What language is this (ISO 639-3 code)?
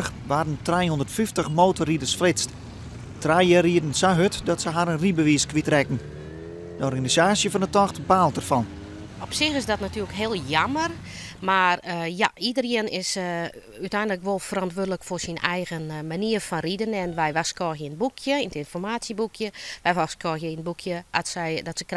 fry